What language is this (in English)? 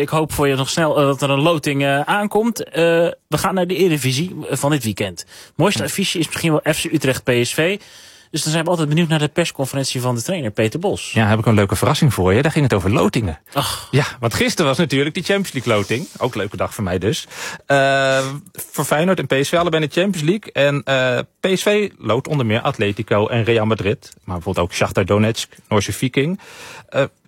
Dutch